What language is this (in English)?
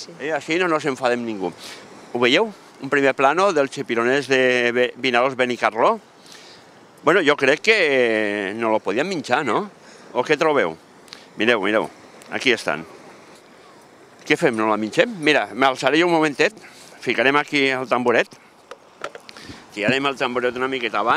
Catalan